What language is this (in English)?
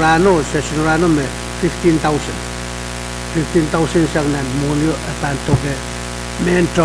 Pohnpeian